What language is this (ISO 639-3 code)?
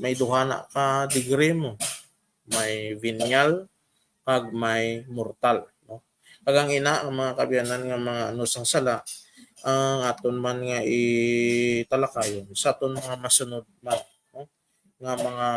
hil